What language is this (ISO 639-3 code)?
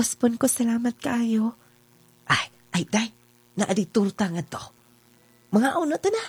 ceb